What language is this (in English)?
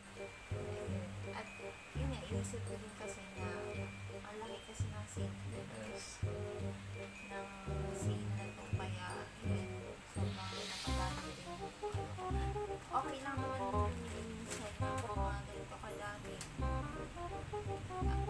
Filipino